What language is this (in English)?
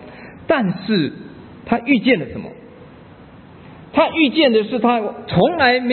Chinese